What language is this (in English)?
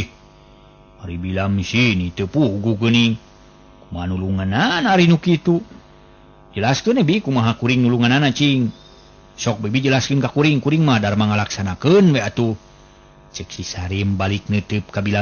Sundanese